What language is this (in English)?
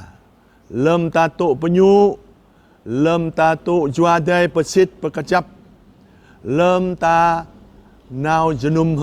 Jarai